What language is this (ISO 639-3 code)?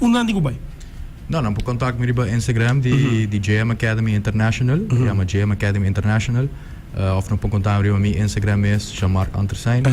pap